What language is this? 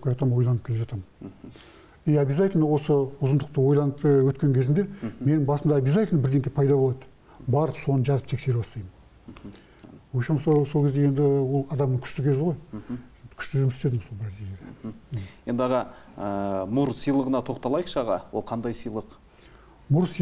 Kazakh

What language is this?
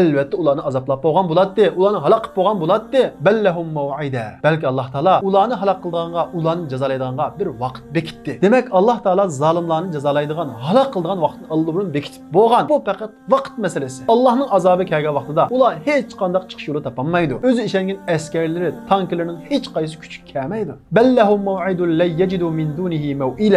Uyghur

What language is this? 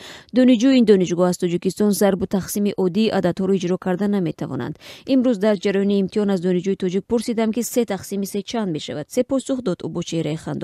Tajik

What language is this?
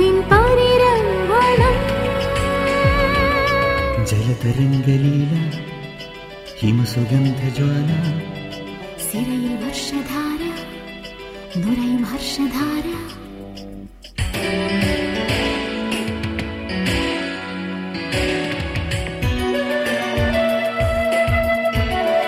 Malayalam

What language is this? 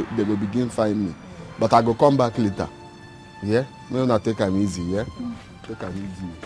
Nigerian Pidgin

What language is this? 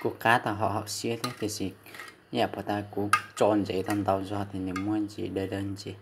Hmong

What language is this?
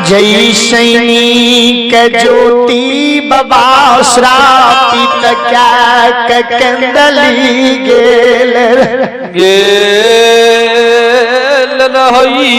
Maithili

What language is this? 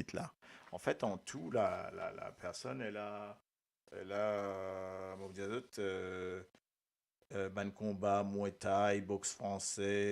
Morisyen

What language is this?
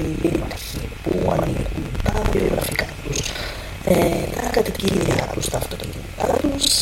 Greek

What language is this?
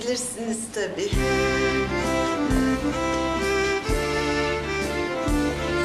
Turkish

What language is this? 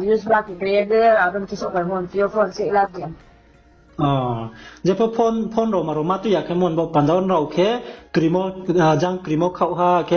Riang (India)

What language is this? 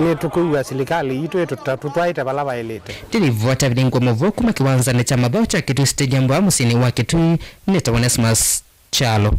Kamba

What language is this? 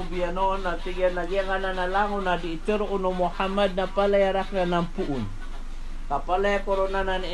Maranao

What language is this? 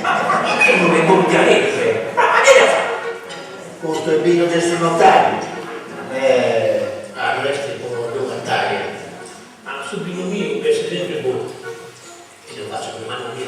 Sardinian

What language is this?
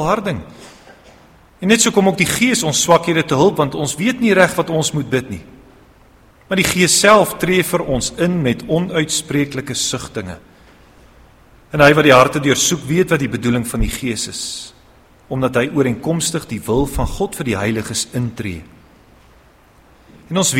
Afrikaans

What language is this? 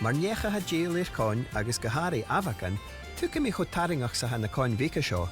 Scottish Gaelic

